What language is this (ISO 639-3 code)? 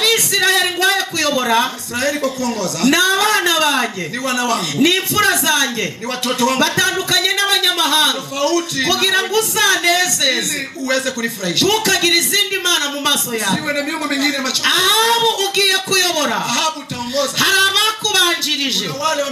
kin